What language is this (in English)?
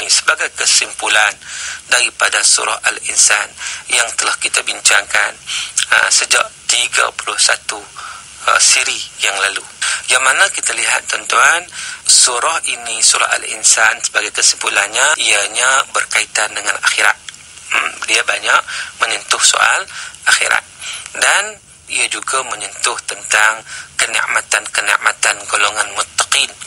Malay